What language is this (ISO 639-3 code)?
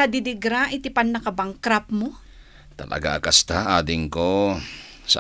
ilo